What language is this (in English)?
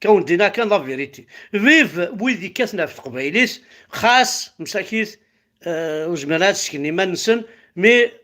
Kabyle